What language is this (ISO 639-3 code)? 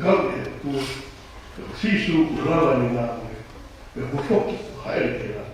ton